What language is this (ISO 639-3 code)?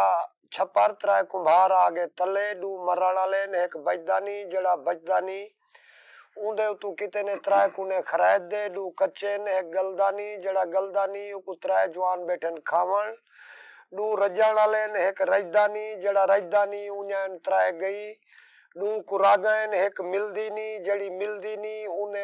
skr